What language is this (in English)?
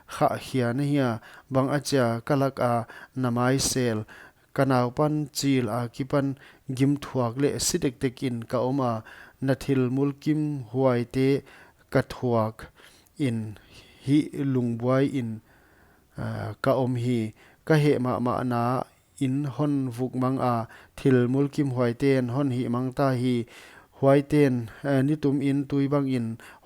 Paite Chin